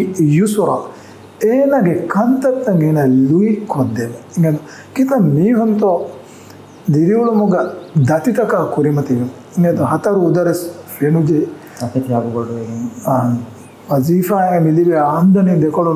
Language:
Divehi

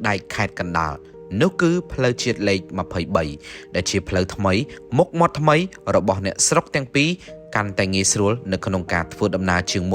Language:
Khmer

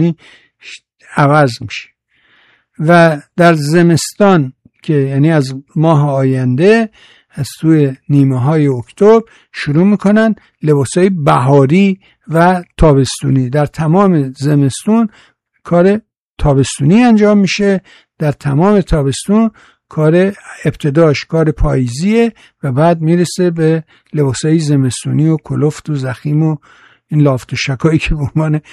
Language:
Persian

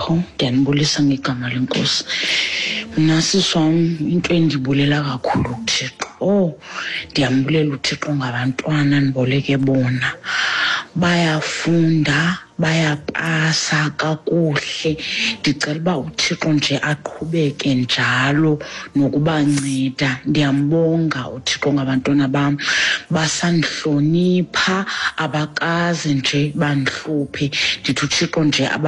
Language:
Xhosa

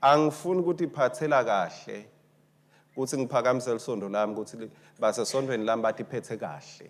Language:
Swati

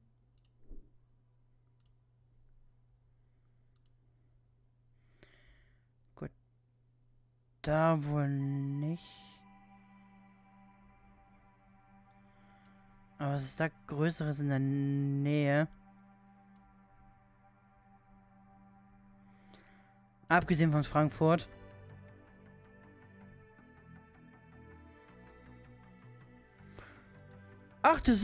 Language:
German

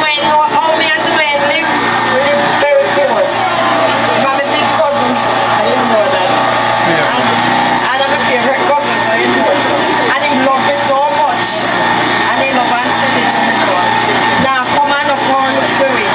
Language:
Jamaican Creole English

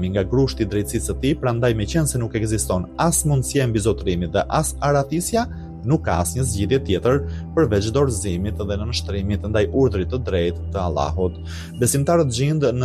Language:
Albanian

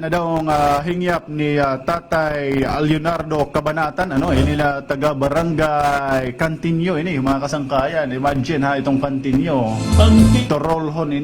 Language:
Waray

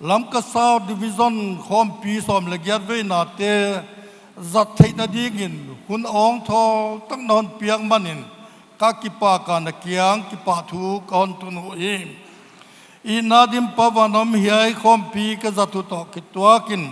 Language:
Paite Chin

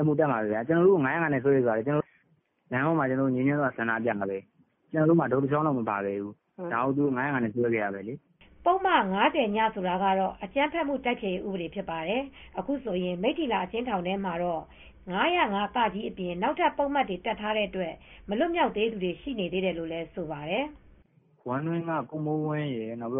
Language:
Burmese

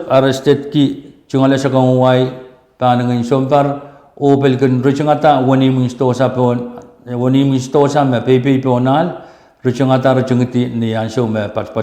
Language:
Pohnpeian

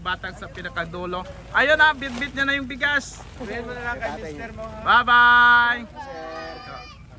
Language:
Filipino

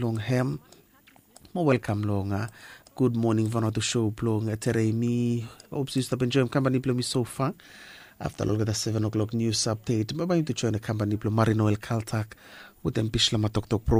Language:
Bislama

